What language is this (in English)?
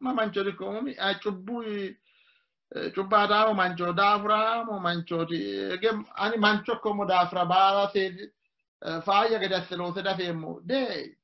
Sidamo